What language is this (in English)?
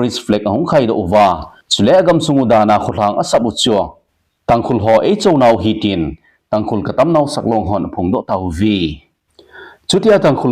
Thado Chin